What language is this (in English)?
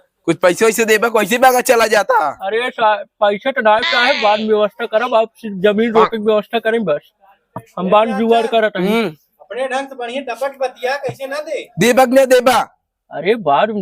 Awadhi